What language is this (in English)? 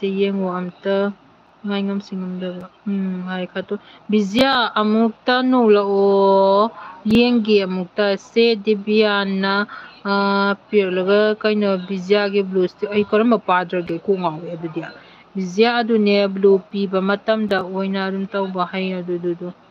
Manipuri